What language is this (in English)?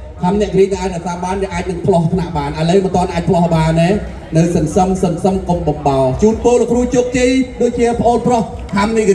Khmer